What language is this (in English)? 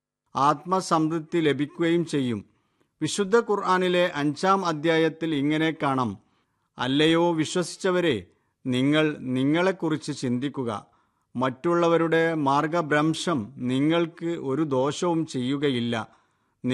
Malayalam